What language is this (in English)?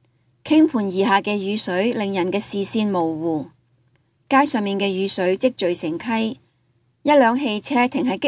Cantonese